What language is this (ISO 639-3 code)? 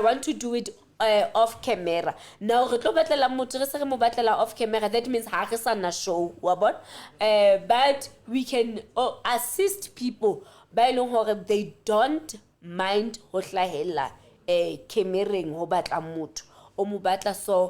sot